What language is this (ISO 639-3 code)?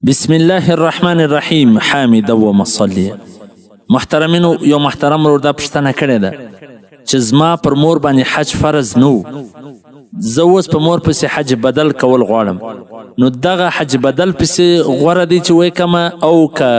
pus